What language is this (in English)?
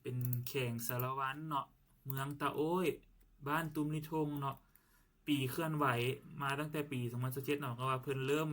Lao